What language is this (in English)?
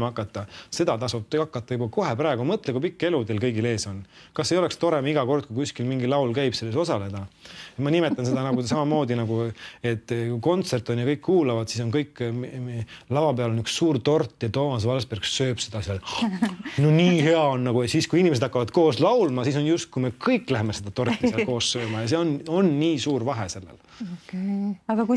Estonian